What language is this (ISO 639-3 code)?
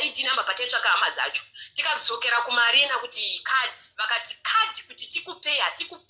sna